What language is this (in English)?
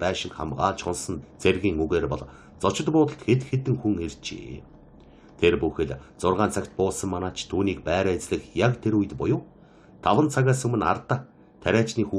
Mongolian